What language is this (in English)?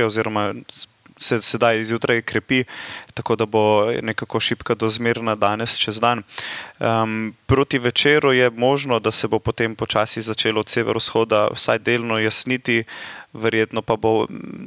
Slovenian